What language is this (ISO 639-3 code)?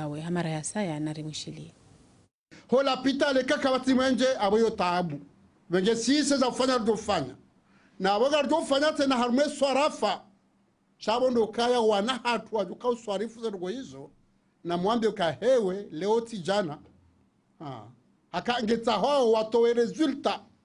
zdj